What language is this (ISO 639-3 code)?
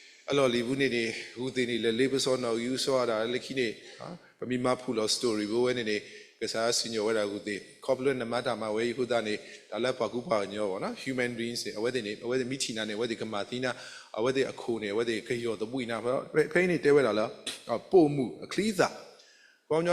ksw